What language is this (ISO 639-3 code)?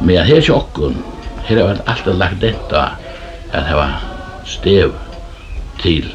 fao